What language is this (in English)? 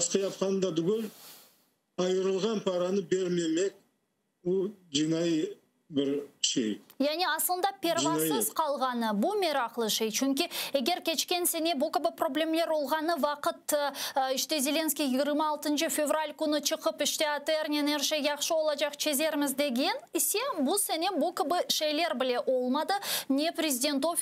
Crimean Tatar